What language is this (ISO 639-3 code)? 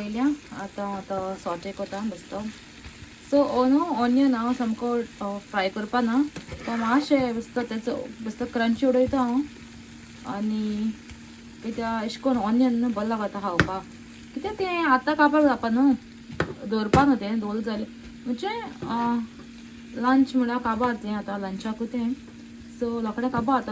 kok